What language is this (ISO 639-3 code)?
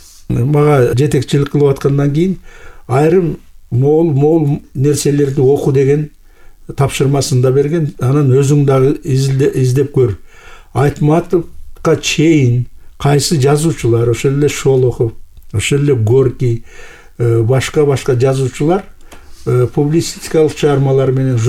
kir